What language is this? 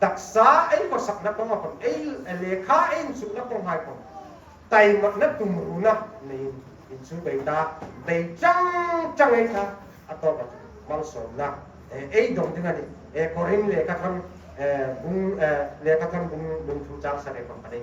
Hmar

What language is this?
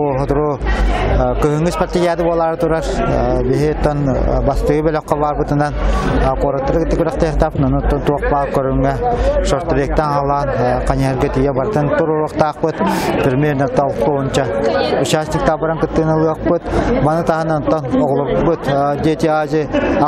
Yakut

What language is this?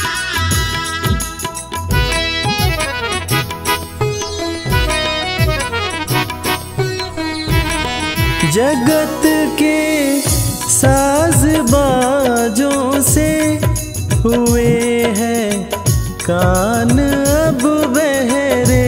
Hindi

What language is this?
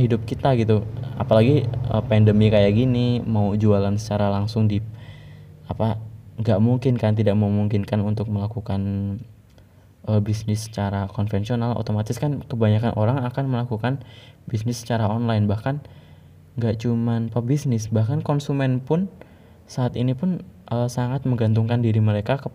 Indonesian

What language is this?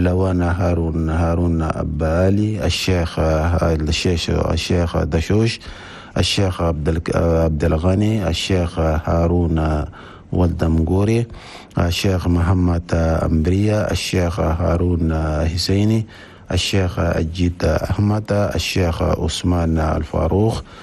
Chadian Arabic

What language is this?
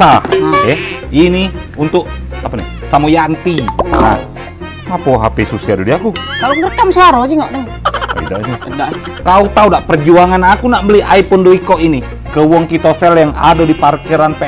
Musi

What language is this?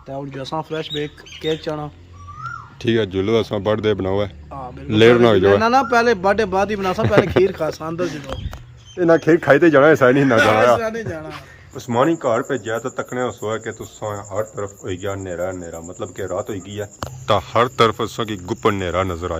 Pahari-Potwari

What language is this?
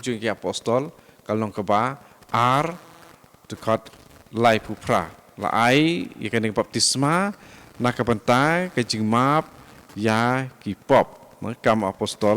Khasi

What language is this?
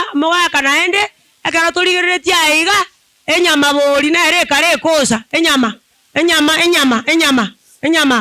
Gusii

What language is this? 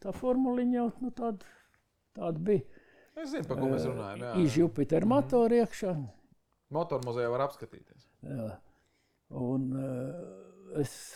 Latvian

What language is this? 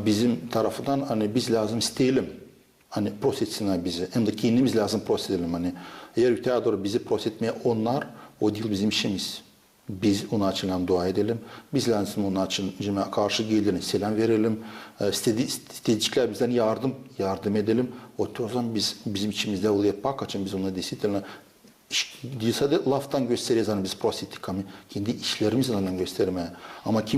Gagauz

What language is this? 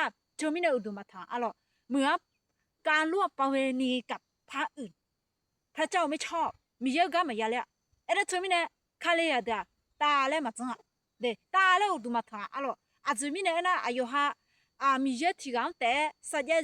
Akha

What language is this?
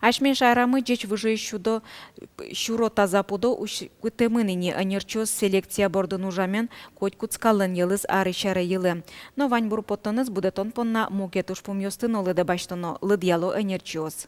Udmurt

